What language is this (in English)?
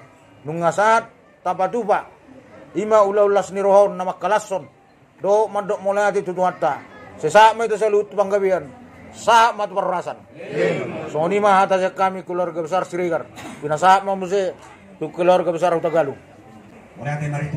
Batak Toba